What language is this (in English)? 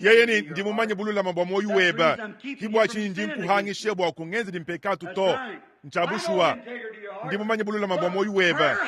Luba-Lulua